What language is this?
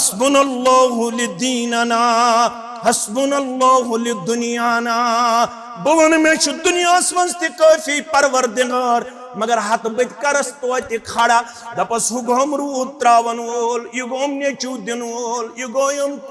Kashmiri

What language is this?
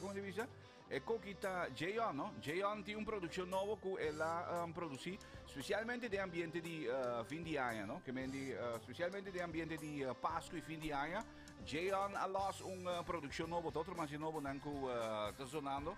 Papiamento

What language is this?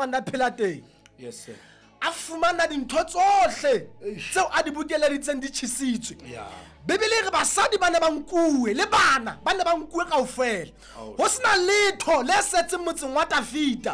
Southern Sotho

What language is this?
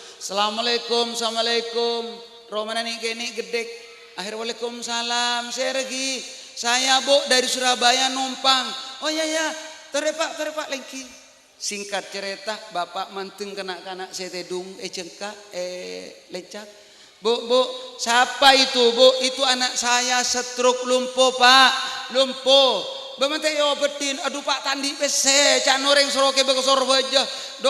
Madurese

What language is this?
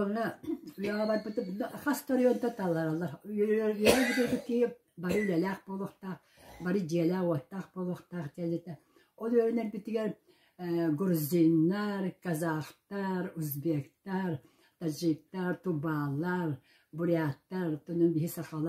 Yakut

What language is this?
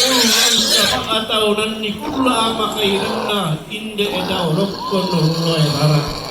Toraja-Sa'dan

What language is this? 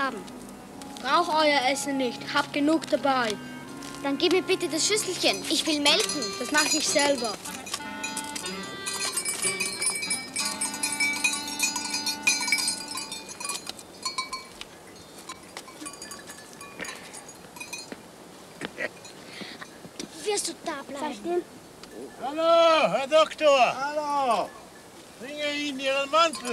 German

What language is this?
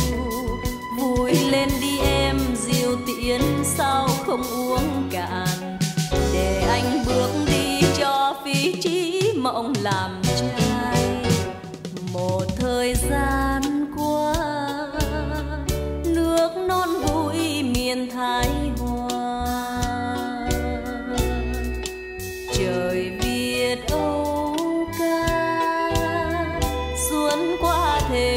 Vietnamese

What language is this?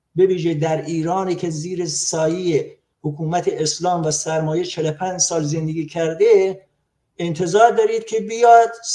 Persian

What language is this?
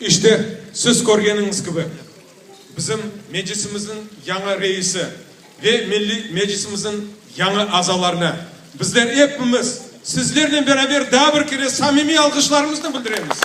Crimean Tatar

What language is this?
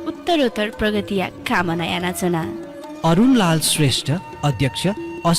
Newari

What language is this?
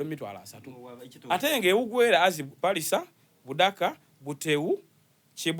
Soga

